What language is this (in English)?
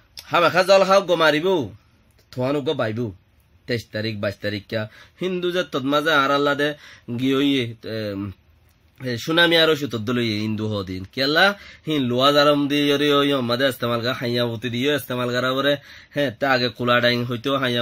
Rohingya